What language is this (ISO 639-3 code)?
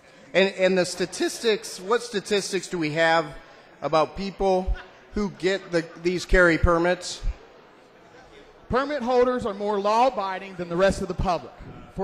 eng